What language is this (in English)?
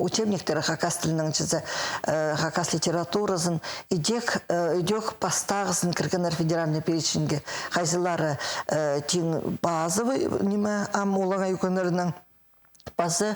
Khakas